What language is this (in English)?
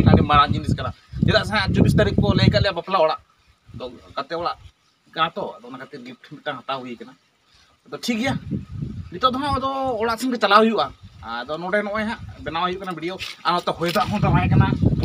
Santali